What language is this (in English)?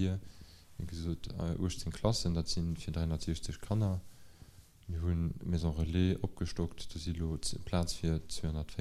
Luxembourgish